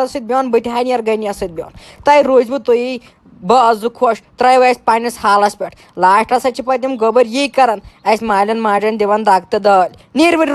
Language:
Kashmiri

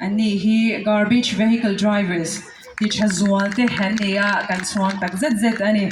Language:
Mizo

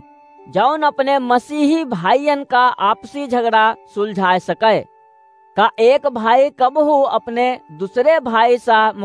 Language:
Awadhi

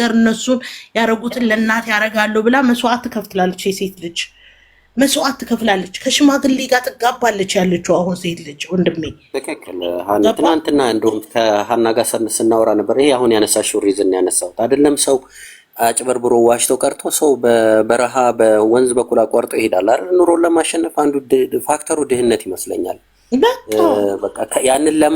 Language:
Amharic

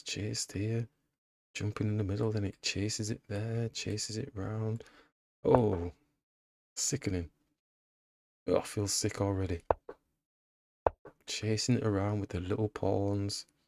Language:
English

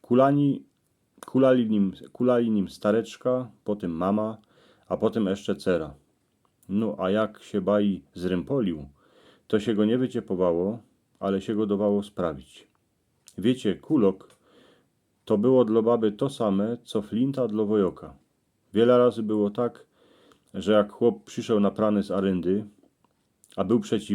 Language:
Silesian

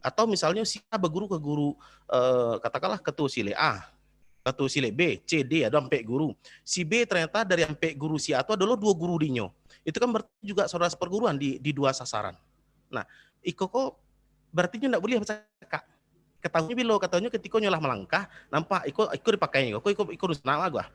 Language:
Minangkabau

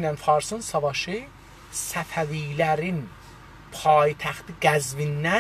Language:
South Azerbaijani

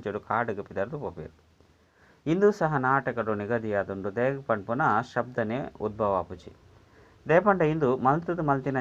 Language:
Tulu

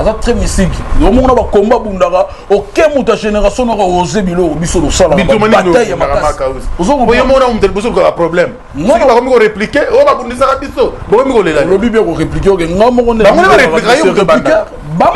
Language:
Lingala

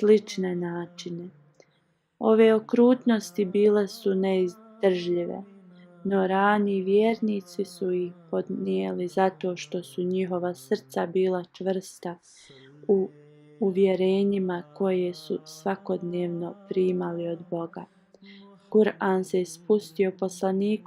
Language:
Bosnian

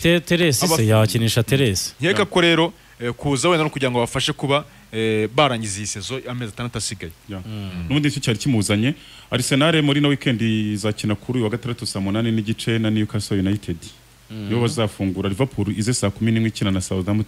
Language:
Kinyarwanda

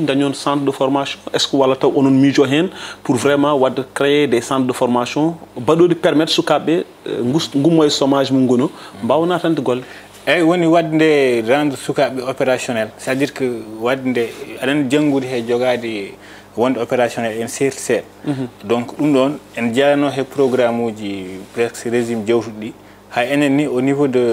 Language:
Fula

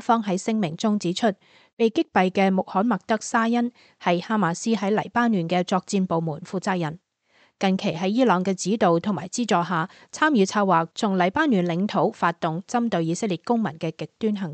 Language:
Cantonese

